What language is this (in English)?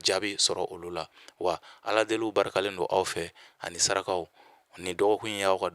Bambara